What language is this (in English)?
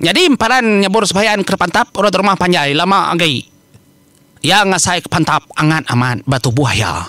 Iban